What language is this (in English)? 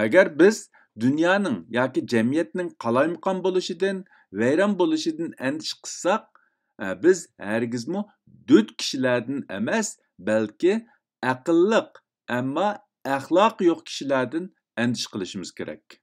Uyghur